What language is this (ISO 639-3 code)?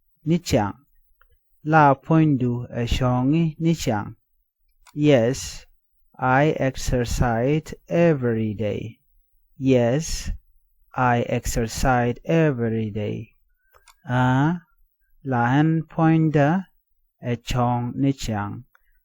nus